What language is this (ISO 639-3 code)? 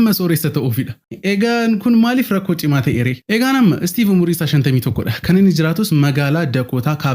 orm